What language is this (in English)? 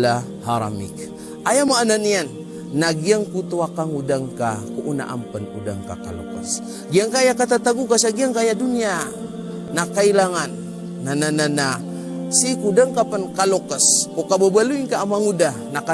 Maranao